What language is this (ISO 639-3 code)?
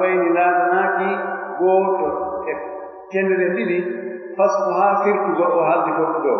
fuf